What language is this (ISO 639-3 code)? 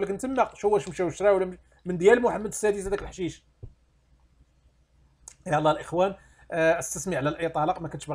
ary